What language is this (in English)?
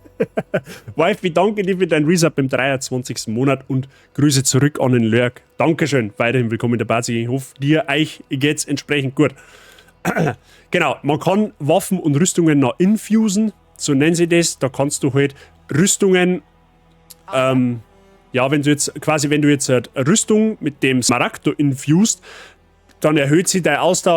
Bavarian